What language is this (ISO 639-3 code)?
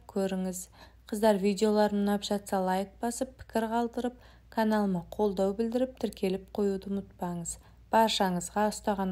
kaz